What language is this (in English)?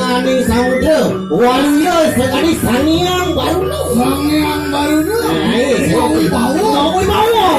Balinese